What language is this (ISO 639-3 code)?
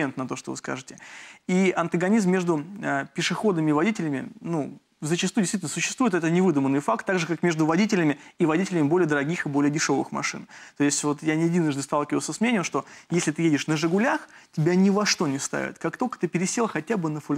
rus